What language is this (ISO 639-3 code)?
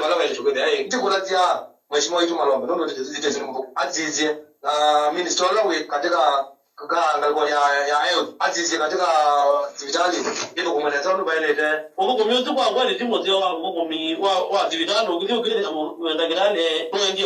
kam